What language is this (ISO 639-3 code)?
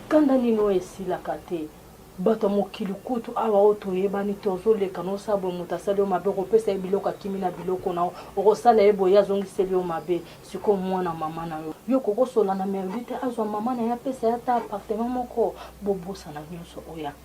lin